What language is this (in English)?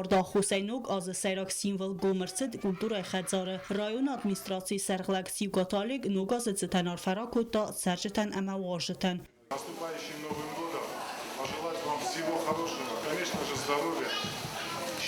Ossetic